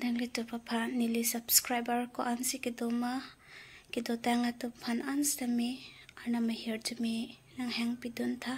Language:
Karbi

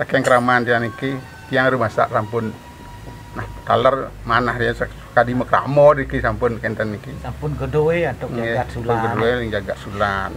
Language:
Balinese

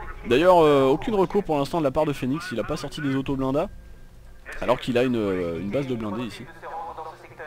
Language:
French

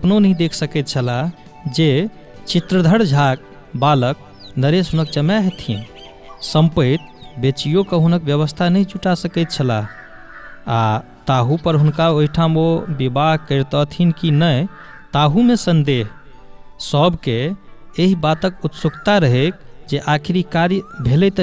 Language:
Maithili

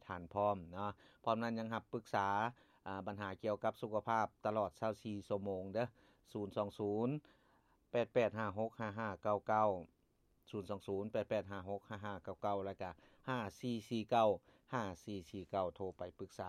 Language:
Lao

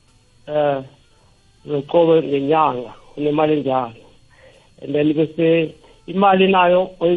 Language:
South Ndebele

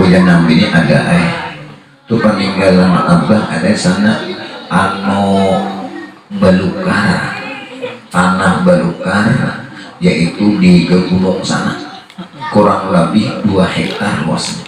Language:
Banjar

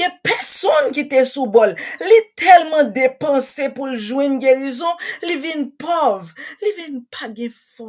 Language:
Haitian Creole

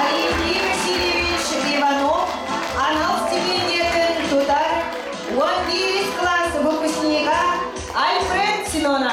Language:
Yakut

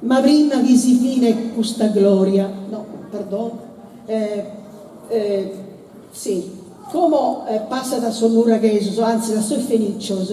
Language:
Sardinian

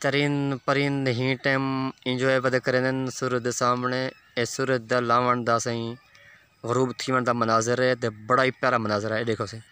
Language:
Saraiki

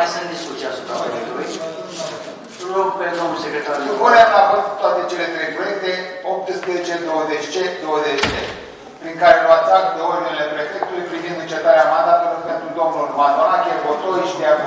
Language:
Romanian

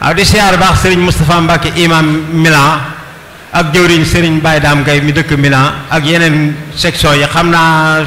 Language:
Wolof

